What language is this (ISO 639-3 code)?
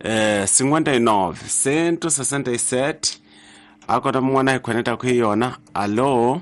tso